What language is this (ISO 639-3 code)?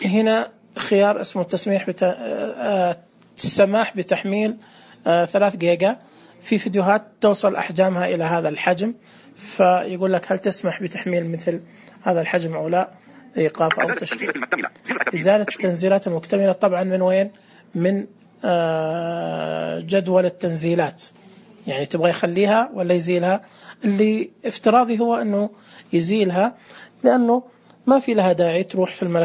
ars